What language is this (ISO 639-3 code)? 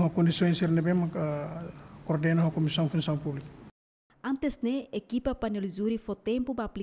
tet